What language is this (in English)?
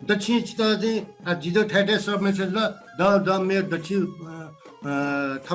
Newari